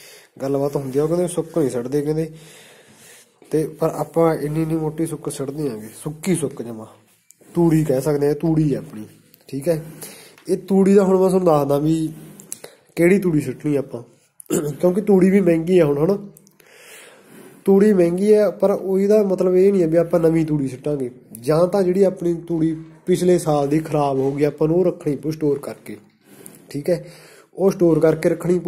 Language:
Punjabi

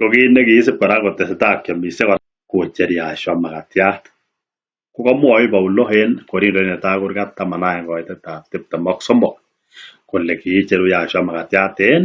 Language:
Kalenjin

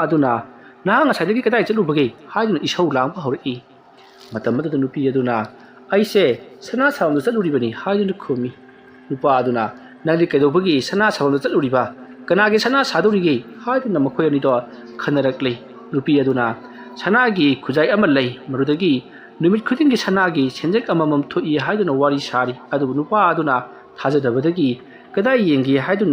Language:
Manipuri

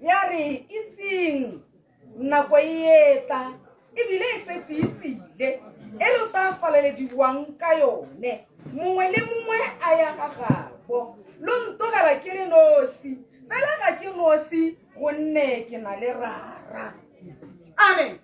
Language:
Tswana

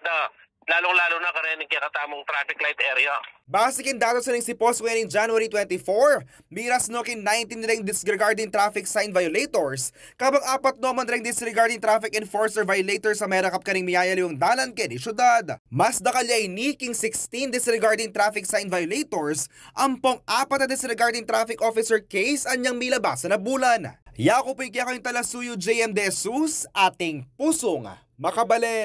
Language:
Pampanga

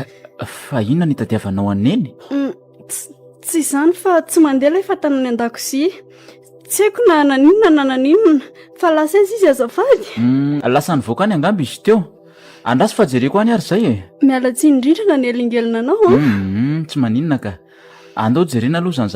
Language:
Malagasy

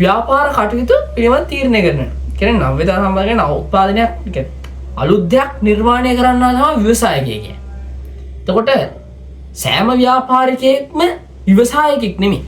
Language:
Sinhala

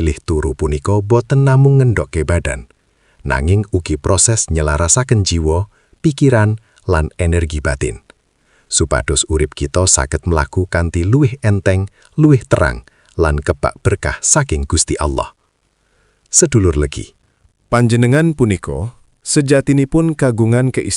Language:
Javanese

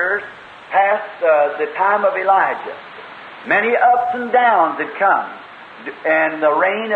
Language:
Tswana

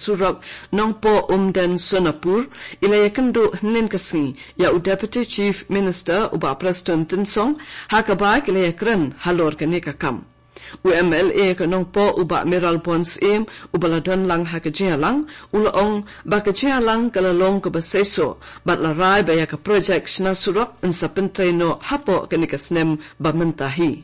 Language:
Khasi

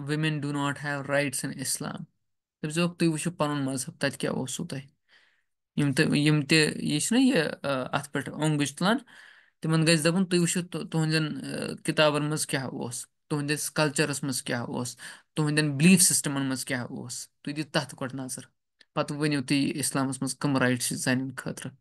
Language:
Kashmiri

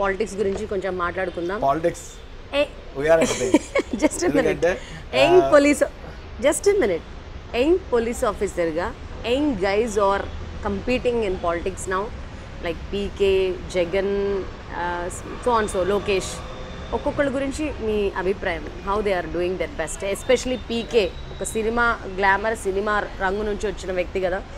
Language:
Telugu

